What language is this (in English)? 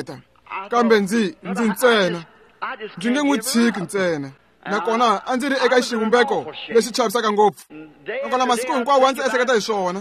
Tsonga